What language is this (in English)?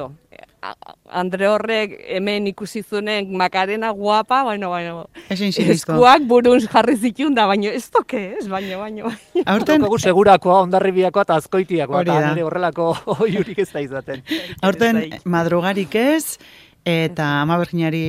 Basque